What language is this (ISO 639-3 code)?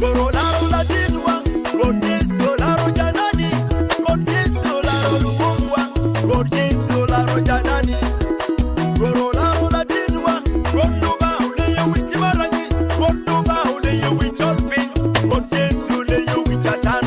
ach